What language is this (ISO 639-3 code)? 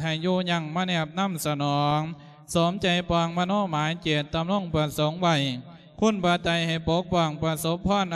lao